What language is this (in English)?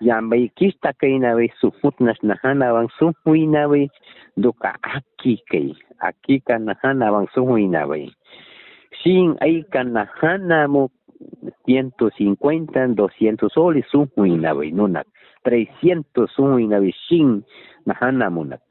Aguaruna